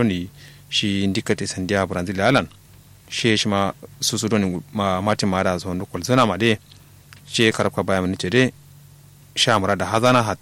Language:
Kanuri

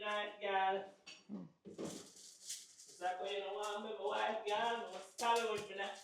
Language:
Jamaican Creole English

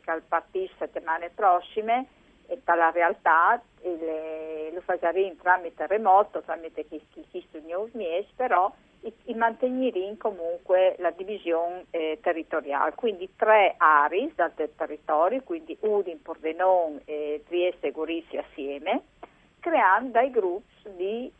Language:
Friulian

